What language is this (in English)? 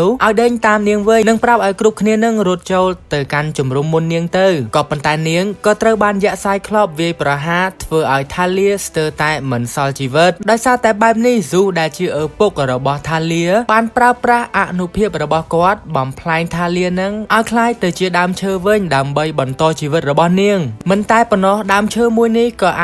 Khmer